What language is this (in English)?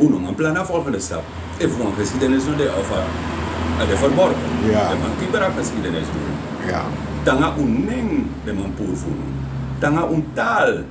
Sranan Tongo